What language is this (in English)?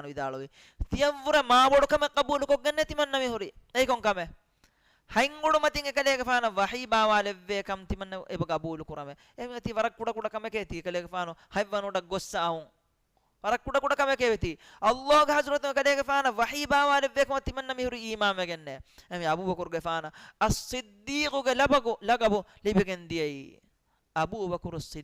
Divehi